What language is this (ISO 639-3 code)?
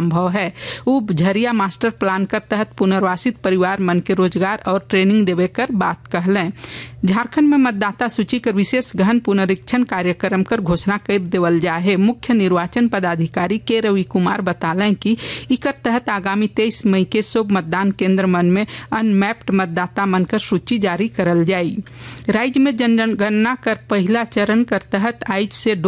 sck